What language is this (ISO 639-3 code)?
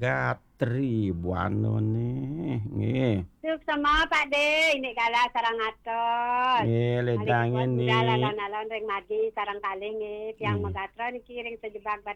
ban